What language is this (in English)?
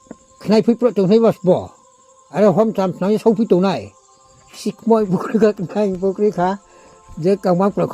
Riang (India)